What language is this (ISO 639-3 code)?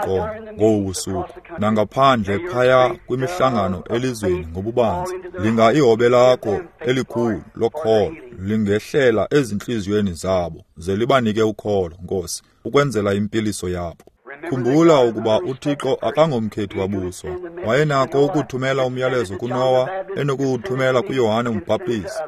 xho